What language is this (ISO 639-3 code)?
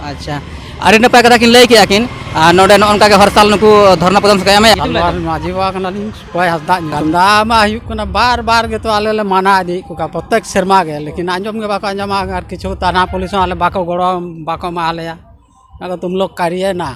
sat